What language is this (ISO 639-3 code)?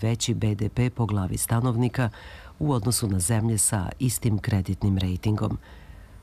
srp